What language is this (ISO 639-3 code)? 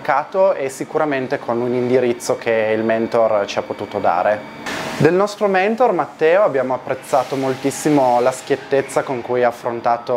ita